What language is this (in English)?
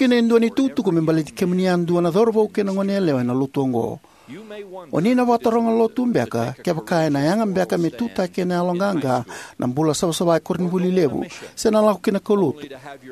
Fijian